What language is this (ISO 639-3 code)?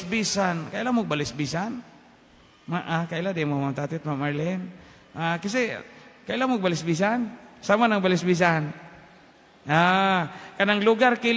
ceb